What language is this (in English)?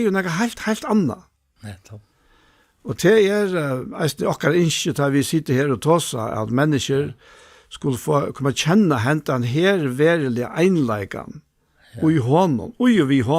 Faroese